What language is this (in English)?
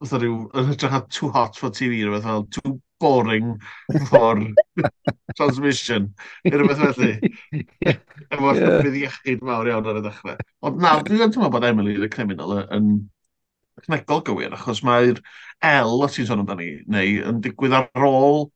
Welsh